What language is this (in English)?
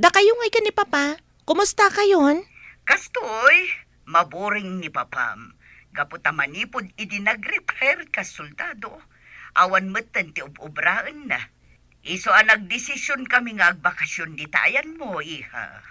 Iloko